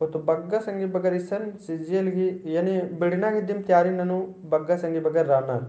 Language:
Kurukh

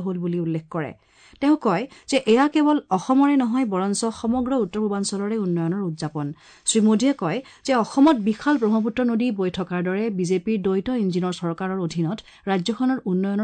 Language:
Assamese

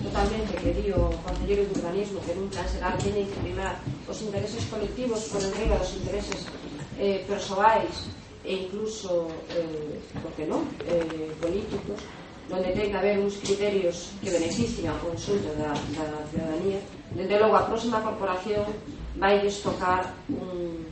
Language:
Galician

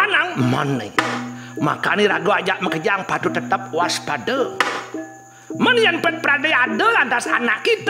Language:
Balinese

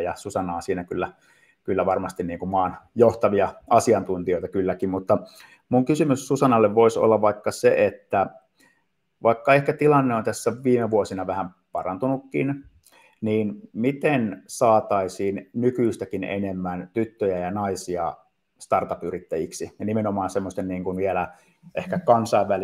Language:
Finnish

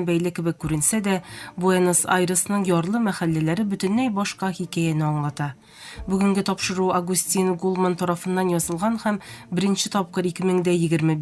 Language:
Tatar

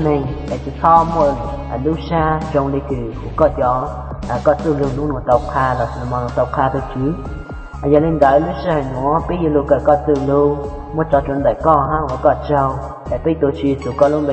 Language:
Hmong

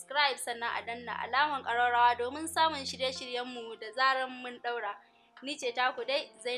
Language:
Hausa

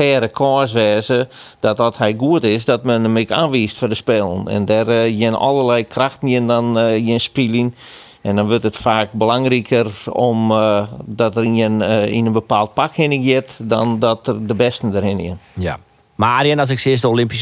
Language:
Western Frisian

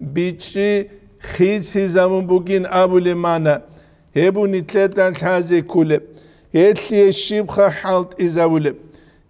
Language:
Avaric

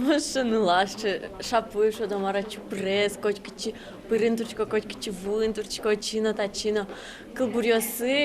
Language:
Udmurt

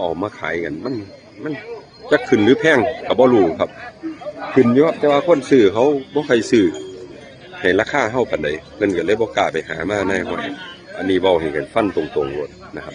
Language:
Northeastern Thai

